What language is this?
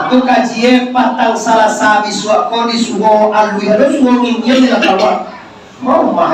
Minangkabau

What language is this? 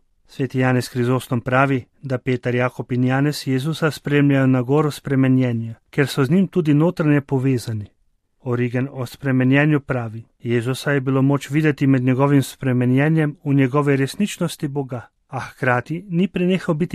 Slovenian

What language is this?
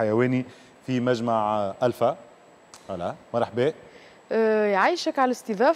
Tunisian Arabic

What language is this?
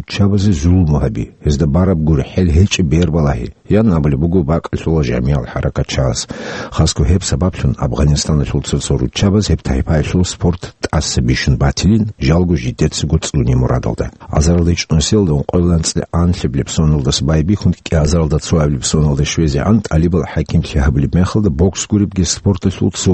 Avaric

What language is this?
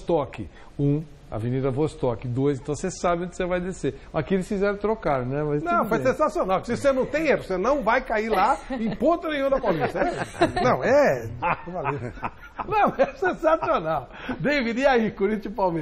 Portuguese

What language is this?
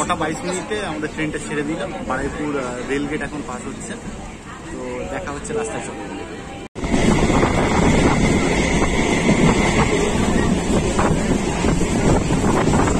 Bangla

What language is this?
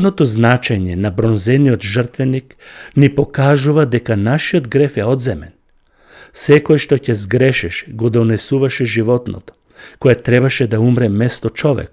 Macedonian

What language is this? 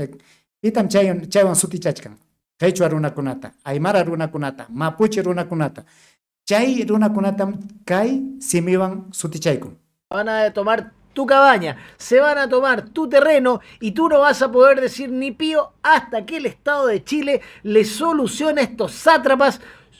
Ayacucho Quechua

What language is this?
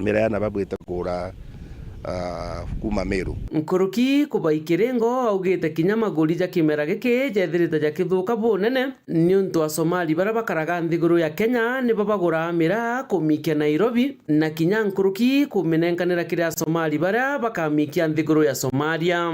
Meru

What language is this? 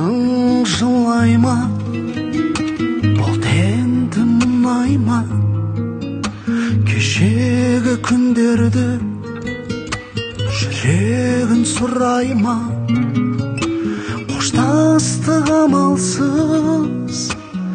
Kazakh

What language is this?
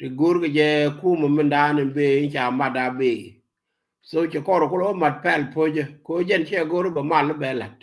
Nuer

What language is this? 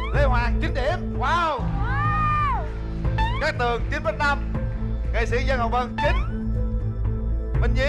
Vietnamese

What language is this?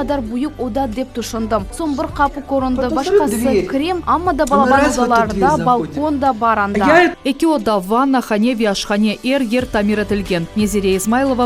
Crimean Tatar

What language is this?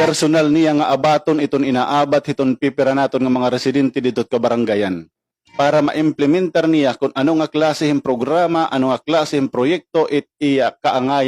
Waray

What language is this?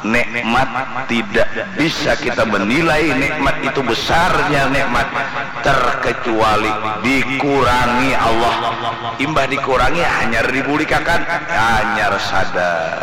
Banjar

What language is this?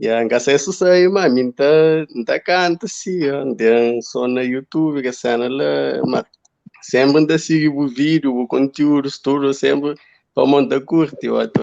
Kabuverdianu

